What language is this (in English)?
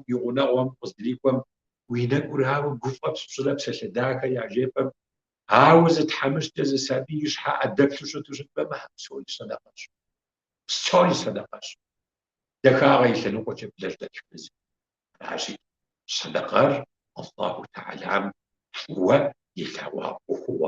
Kabardian